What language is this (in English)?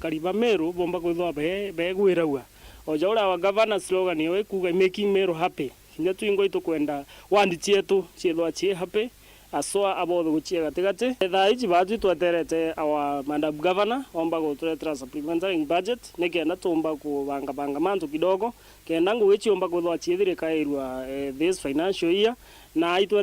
Meru